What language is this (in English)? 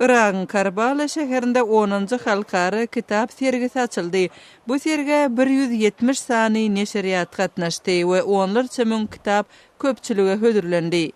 Turkmen